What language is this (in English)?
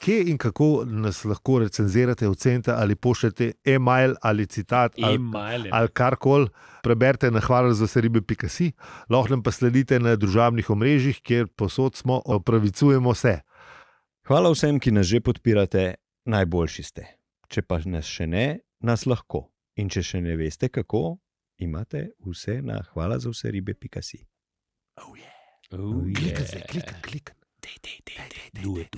Slovenian